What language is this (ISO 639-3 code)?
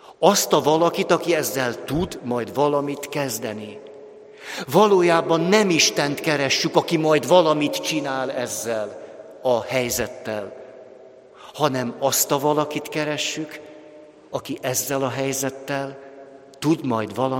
hun